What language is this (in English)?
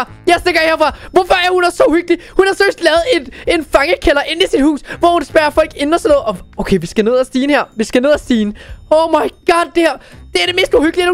Danish